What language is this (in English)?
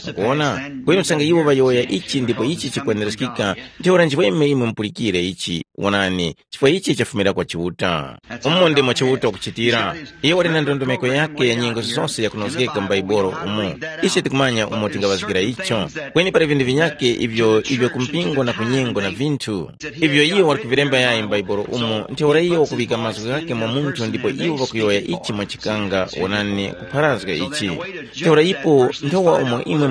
Tumbuka